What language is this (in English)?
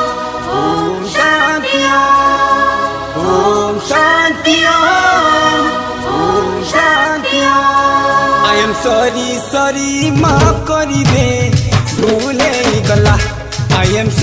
Sambalpuri